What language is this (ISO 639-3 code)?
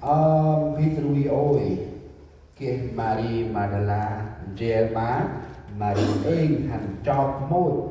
cmo